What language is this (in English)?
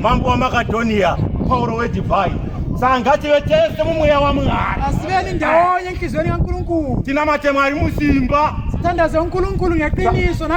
Shona